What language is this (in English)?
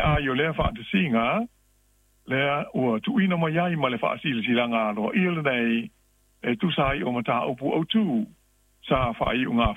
Samoan